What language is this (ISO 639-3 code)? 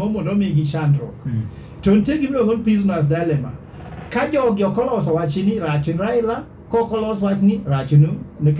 luo